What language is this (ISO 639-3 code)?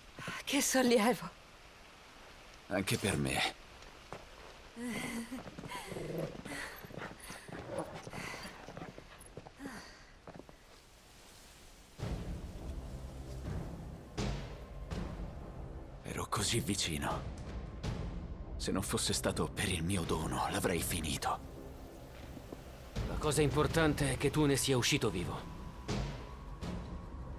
ita